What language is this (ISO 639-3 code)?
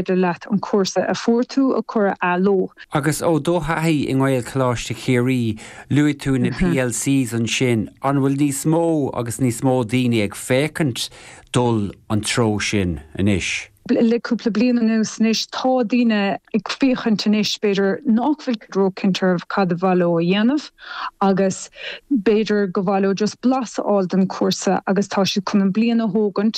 gle